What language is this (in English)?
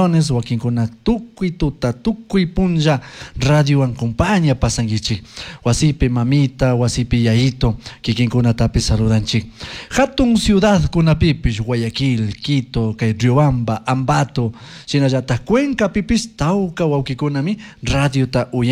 Chimborazo Highland Quichua